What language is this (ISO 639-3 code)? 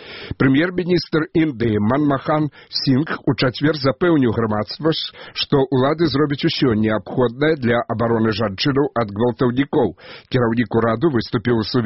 bel